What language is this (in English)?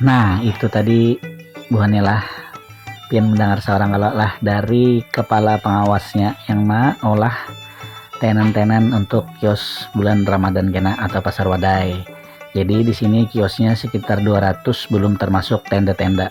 Banjar